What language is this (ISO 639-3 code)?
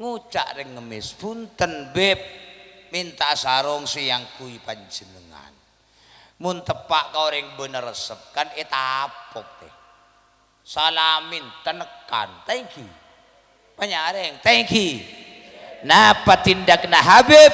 mad